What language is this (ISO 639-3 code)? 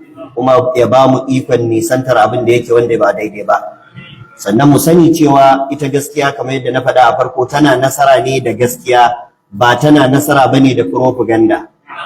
hau